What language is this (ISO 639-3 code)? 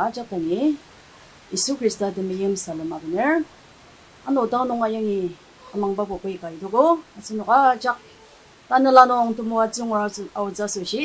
njo